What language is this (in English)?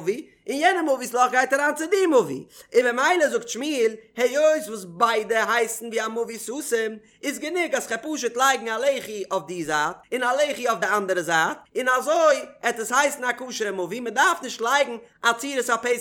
Yiddish